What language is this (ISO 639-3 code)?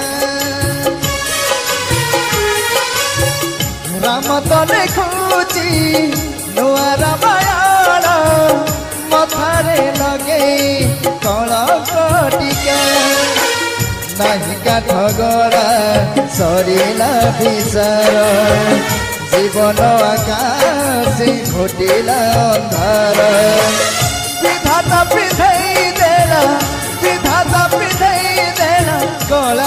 ori